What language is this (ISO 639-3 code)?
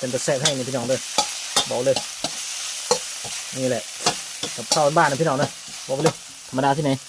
lao